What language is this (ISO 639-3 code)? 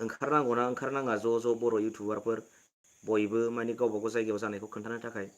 brx